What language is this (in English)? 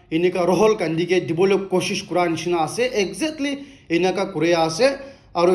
Naga Pidgin